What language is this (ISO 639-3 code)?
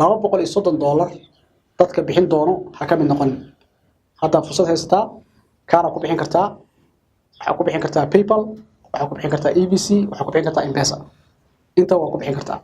som